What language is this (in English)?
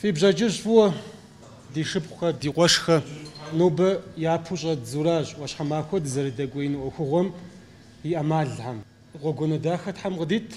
Kabardian